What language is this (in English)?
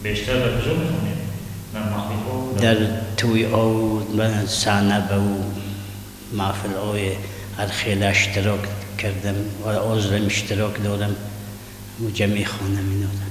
Tajik